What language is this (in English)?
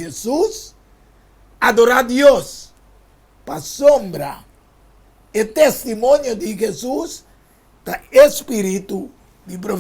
Papiamento